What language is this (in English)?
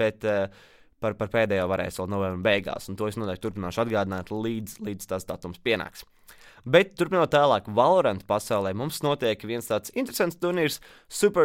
Latvian